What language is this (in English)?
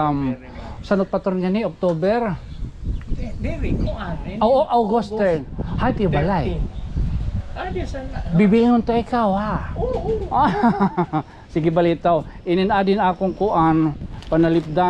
Waray